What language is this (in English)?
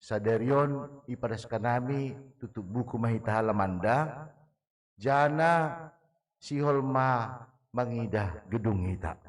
Batak Simalungun